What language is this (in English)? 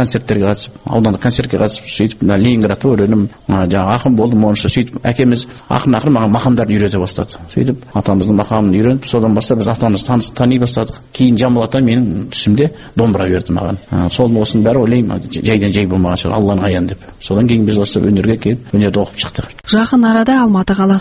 Kazakh